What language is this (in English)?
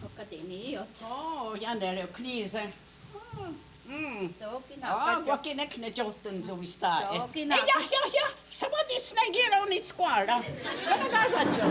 Mohawk